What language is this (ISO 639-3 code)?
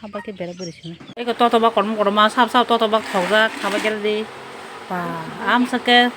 trp